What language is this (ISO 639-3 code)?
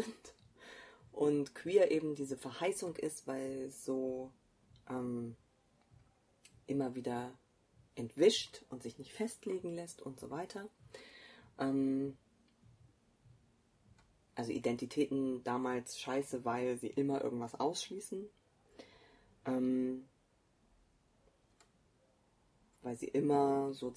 deu